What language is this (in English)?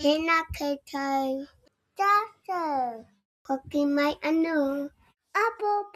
Māori